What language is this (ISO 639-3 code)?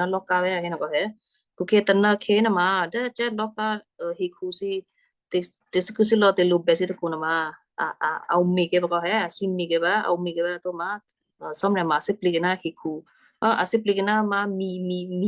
kyu